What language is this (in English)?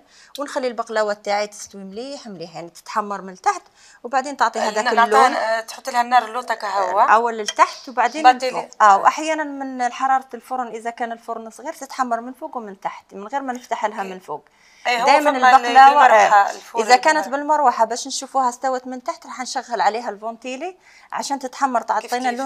Algerian Arabic